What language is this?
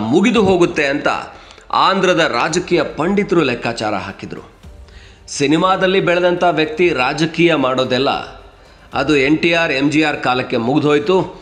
Kannada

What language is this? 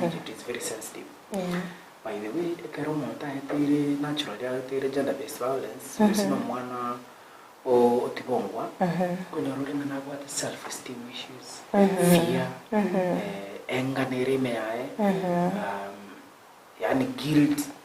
Gusii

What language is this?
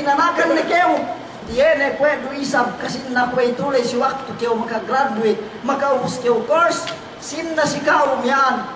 Yakan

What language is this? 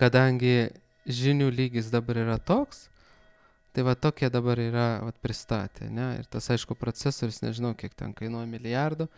Lithuanian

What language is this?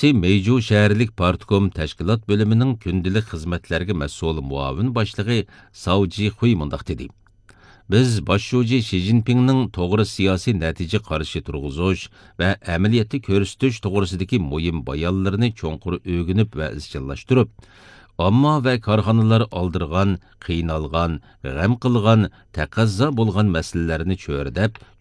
Uyghur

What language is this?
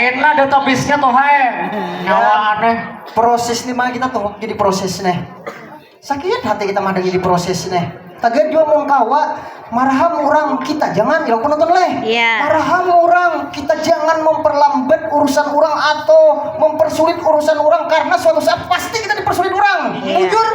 Banjar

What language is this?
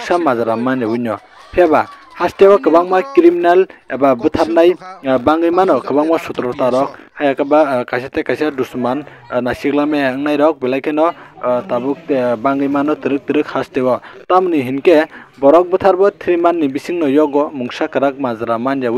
Kok Borok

